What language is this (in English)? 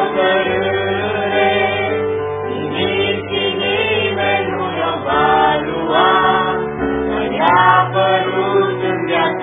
Romanian